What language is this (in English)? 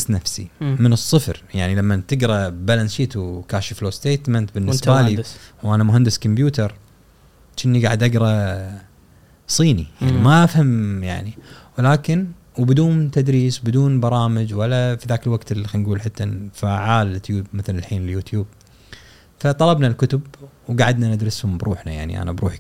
Gulf Arabic